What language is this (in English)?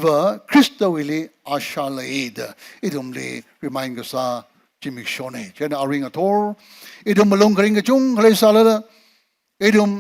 Tangkhul Naga (India)